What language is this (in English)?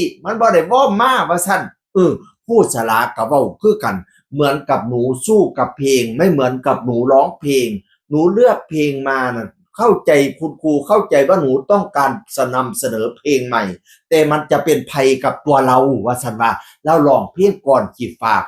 Northeastern Thai